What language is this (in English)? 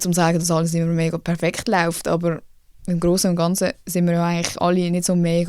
Swiss German